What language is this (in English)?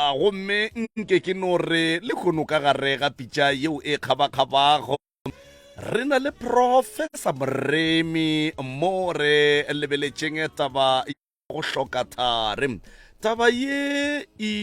Northern Sotho